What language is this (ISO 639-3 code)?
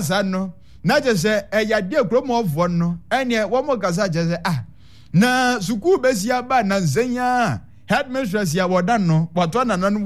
aka